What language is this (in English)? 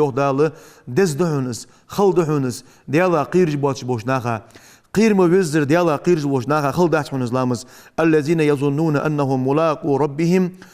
Ingush